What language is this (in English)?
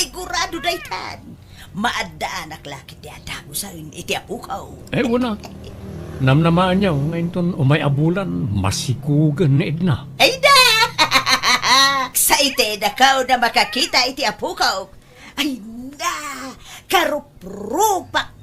Iloko